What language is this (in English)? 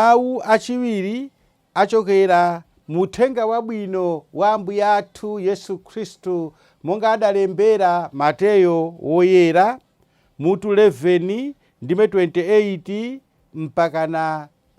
Nyanja